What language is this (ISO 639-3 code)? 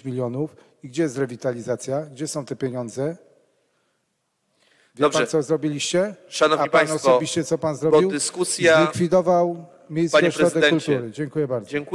pol